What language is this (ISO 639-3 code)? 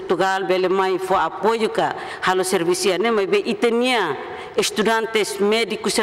tet